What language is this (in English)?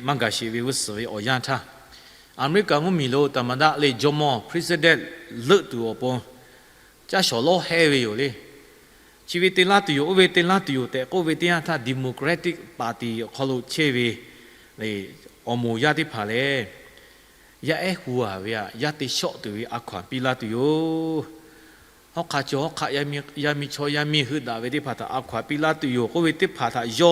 Lahu